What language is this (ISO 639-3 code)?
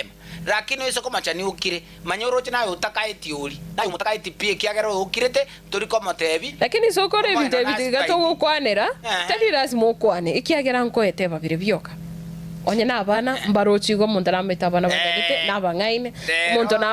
guz